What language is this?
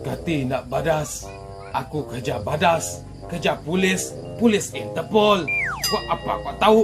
Iban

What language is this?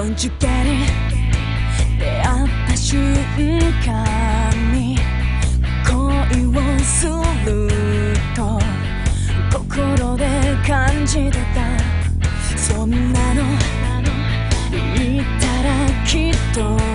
Japanese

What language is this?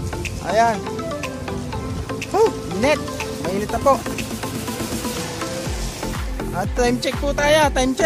Filipino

